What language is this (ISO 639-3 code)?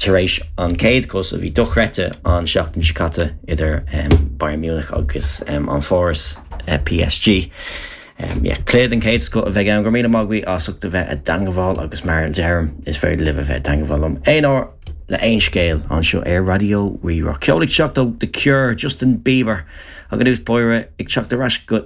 gle